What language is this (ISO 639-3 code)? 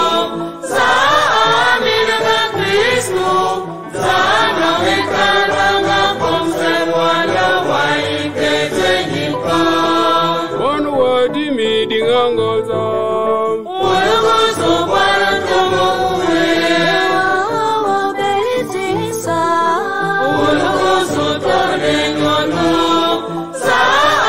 swa